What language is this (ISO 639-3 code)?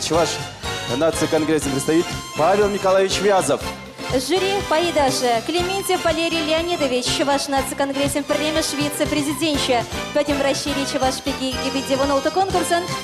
chv